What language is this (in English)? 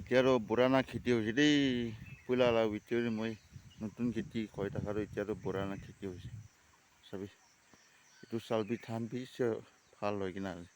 Naga Pidgin